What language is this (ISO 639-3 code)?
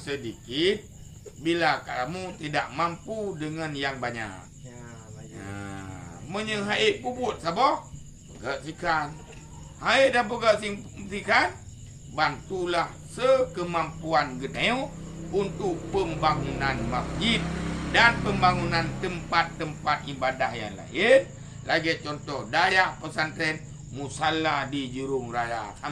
ace